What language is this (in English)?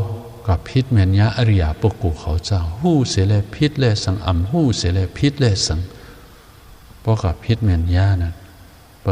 Shan